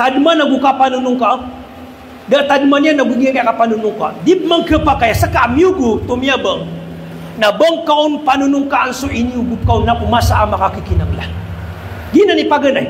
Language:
Maranao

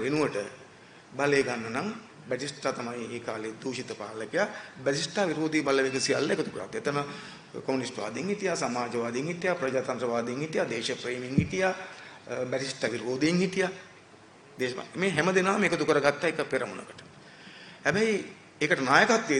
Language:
Sinhala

